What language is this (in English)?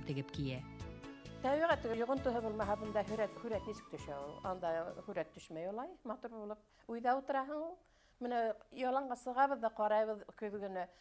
Bashkir